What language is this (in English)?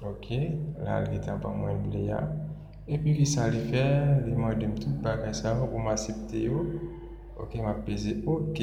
Haitian Creole